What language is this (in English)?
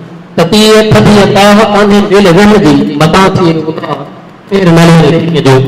Sindhi